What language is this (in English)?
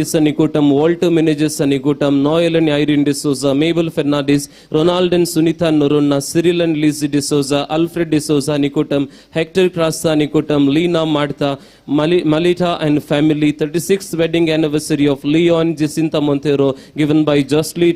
Konkani